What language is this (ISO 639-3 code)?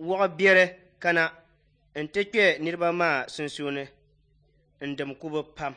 dag